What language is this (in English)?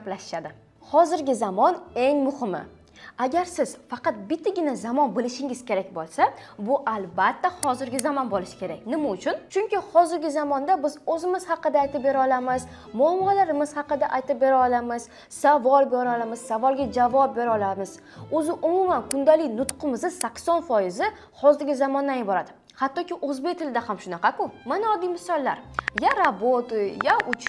Uzbek